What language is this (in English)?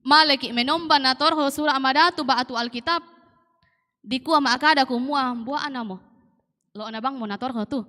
Toraja-Sa'dan